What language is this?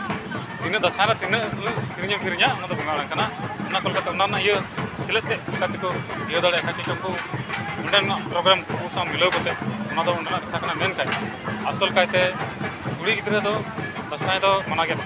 Santali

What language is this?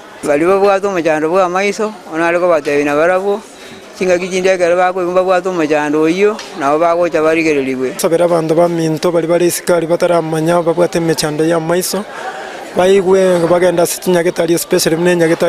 Gusii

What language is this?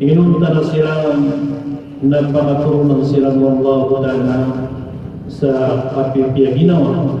Maranao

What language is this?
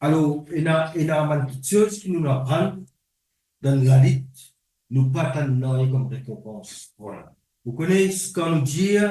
Morisyen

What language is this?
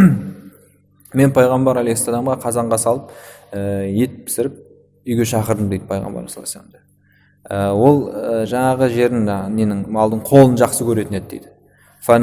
Kazakh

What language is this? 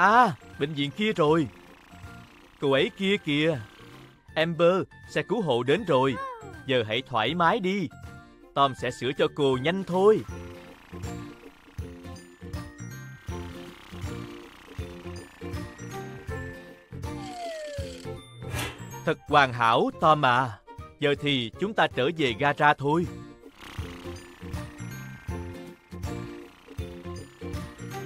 Vietnamese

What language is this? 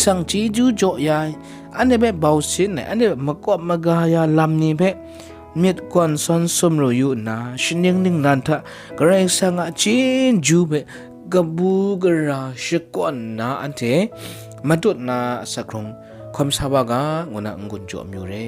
Kachin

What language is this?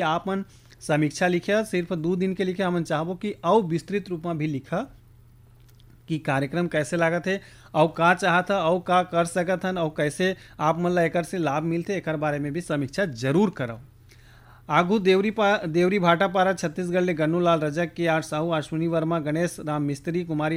Chhattisgarhi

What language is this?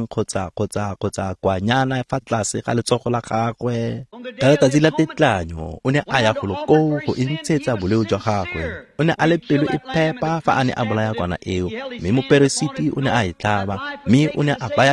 Tswana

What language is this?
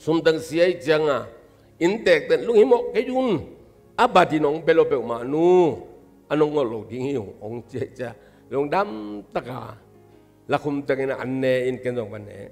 Tedim Chin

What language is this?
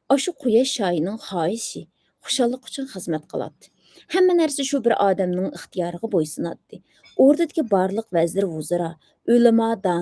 Uyghur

